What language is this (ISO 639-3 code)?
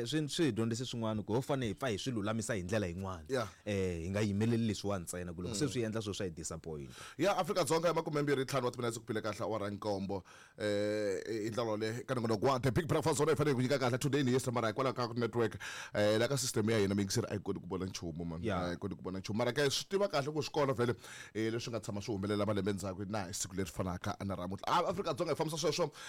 tso